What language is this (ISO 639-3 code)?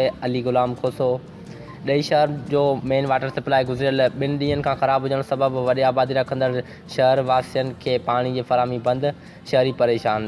snd